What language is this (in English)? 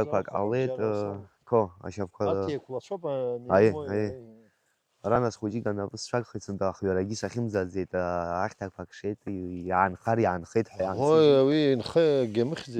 Abkhazian